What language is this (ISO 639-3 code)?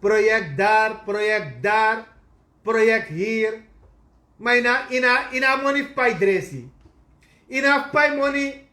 srn